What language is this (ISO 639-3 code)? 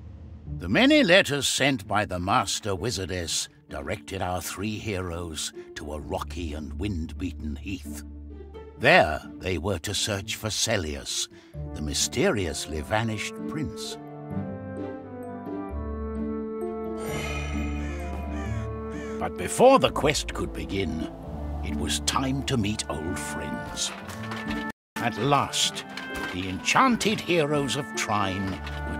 eng